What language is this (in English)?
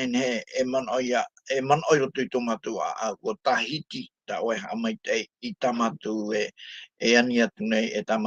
Tahitian